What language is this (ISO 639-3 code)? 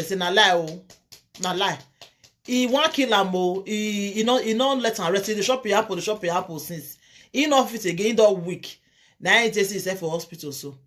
pcm